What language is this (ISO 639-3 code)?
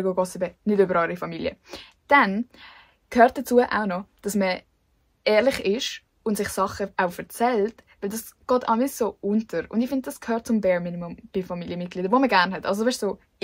gsw